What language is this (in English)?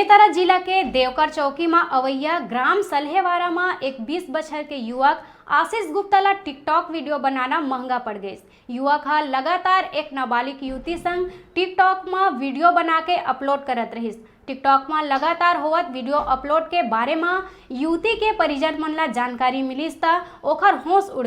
Chhattisgarhi